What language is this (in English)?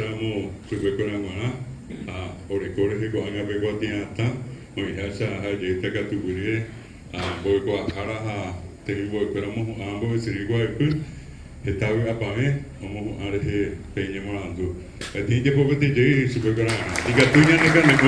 Guarani